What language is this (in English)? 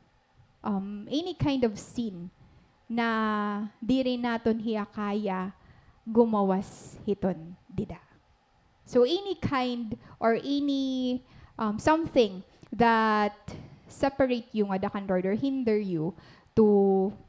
Waray